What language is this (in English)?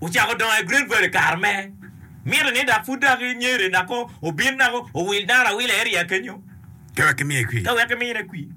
Acoli